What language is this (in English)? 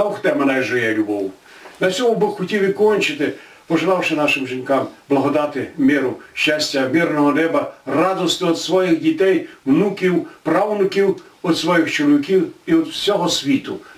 Rusyn